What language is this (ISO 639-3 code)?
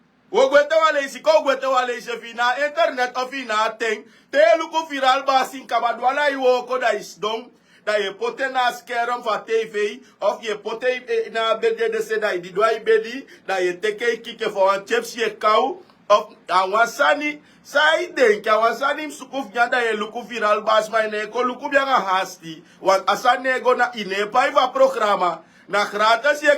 srn